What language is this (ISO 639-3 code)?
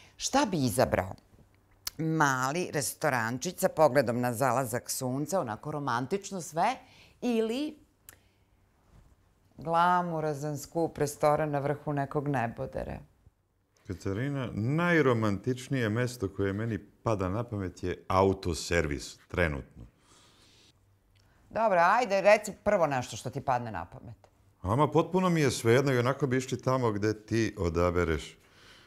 srp